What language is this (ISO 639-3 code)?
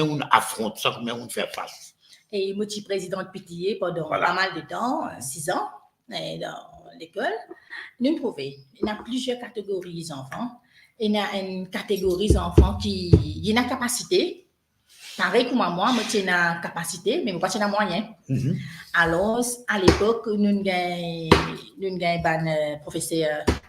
mfe